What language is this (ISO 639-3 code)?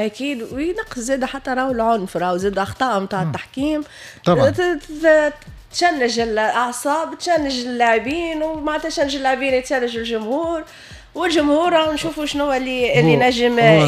aeb